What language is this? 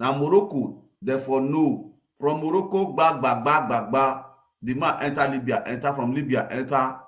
Nigerian Pidgin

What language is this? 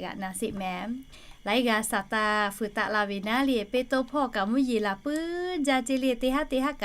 Lahu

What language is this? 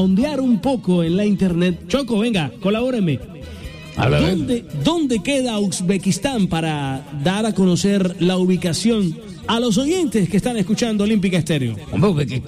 Spanish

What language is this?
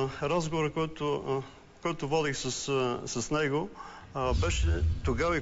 Bulgarian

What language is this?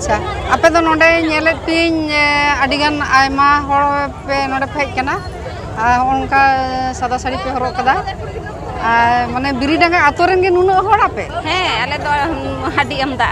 Santali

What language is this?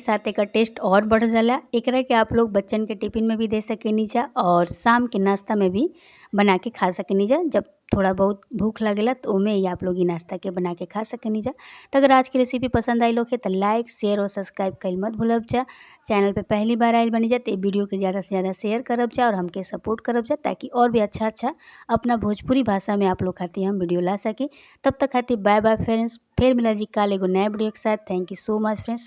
Bhojpuri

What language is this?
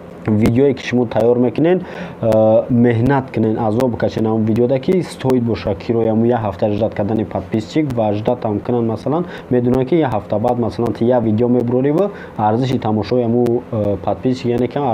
Tajik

